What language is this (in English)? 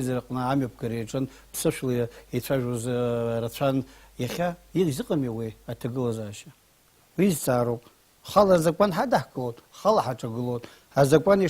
Abkhazian